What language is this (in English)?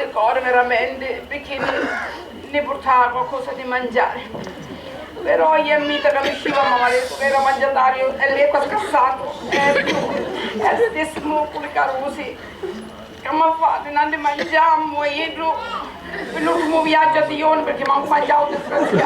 Sicilian